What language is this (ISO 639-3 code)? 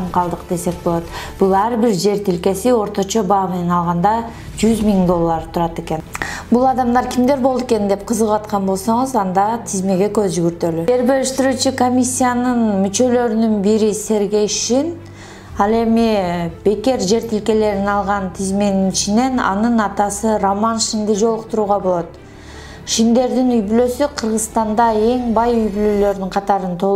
kir